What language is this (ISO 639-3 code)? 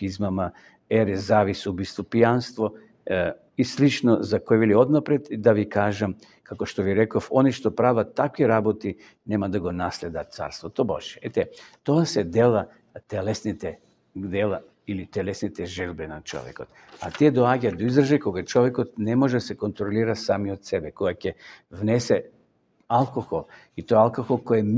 mkd